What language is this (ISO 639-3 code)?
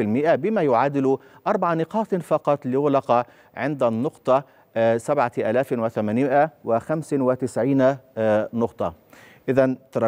ara